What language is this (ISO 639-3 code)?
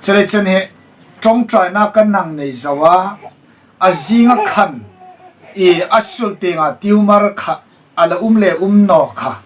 hmr